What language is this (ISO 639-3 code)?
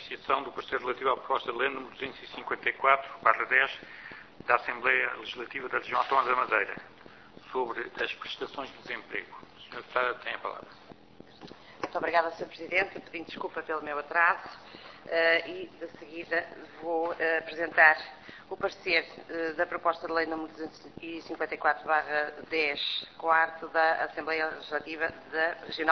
por